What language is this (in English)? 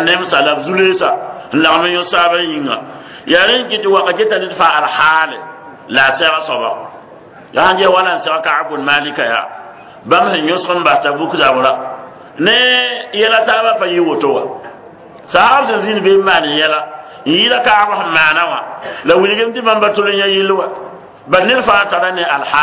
Mossi